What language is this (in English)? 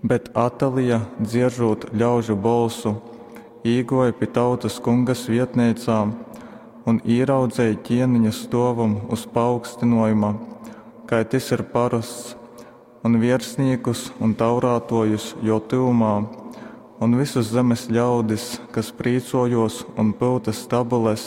Latgalian